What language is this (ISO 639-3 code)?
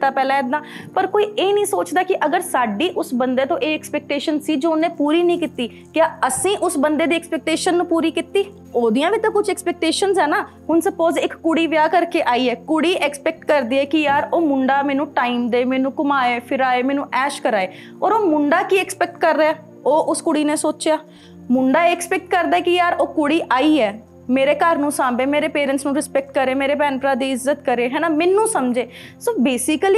pan